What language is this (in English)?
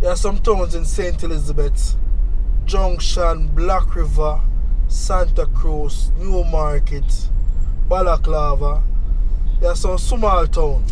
Jamaican Creole English